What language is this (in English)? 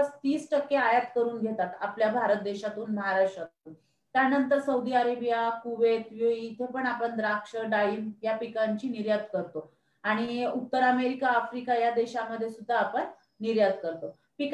Marathi